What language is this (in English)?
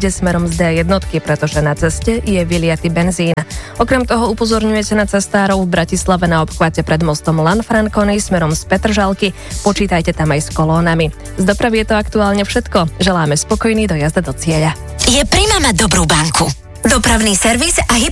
Slovak